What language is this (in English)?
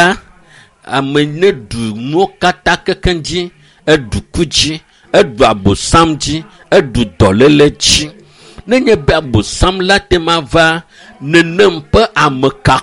Ewe